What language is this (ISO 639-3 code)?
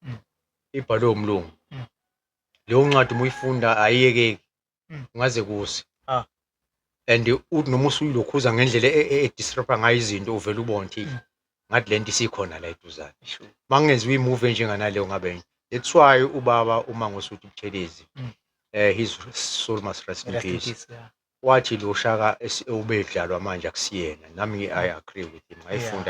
zul